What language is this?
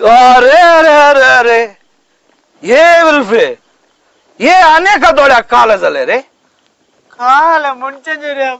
Konkani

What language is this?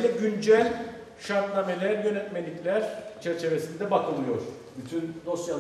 Turkish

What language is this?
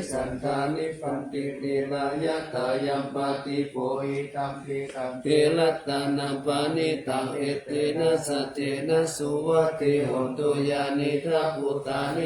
Pali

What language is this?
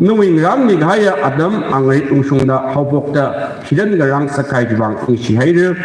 Tangkhul Naga (India)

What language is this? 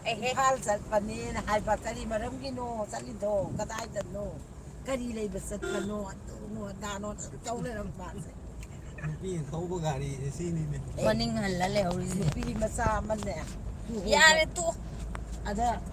Manipuri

